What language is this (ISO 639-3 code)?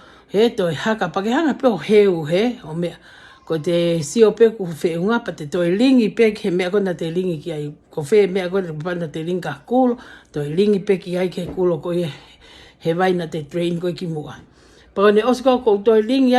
ton